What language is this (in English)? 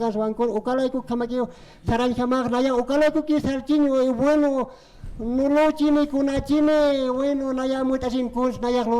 Aymara